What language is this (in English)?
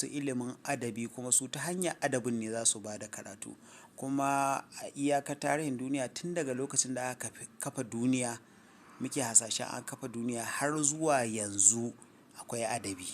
Hausa